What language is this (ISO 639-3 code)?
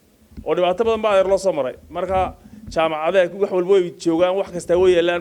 som